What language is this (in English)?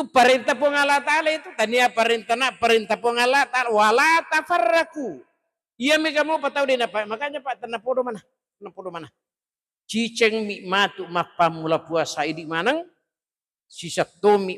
Buginese